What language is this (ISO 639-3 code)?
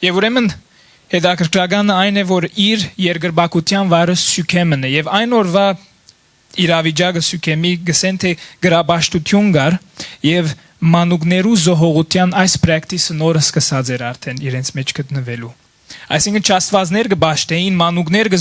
hyw